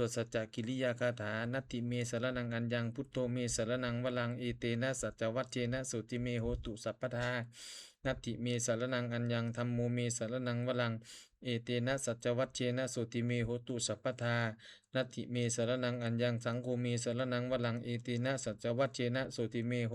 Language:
Pali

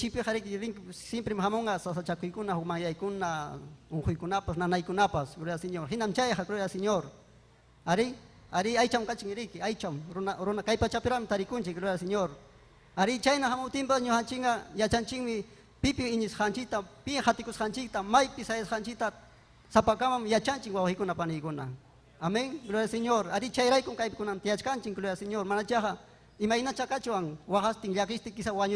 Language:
Ayacucho Quechua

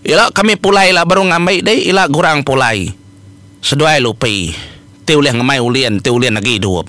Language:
Iban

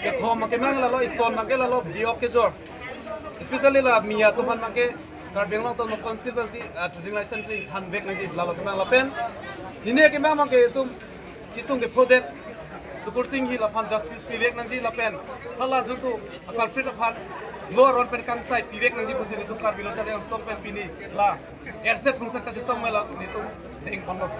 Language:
Karbi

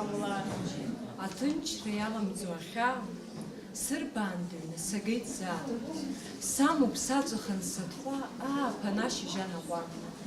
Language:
Abkhazian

